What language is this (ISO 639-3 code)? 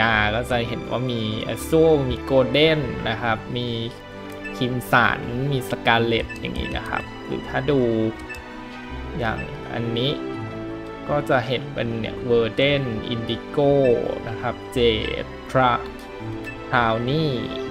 tha